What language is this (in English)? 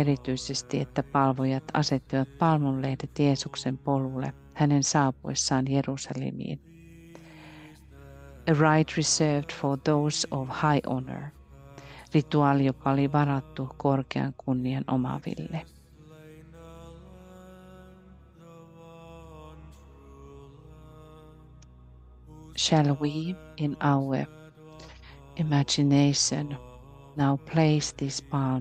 Finnish